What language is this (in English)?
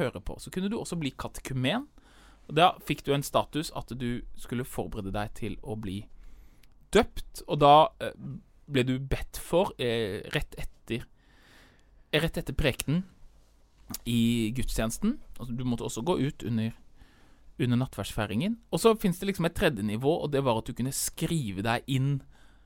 Norwegian